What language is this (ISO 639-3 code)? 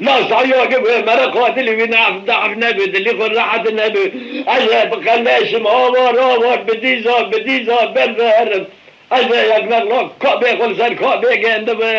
kur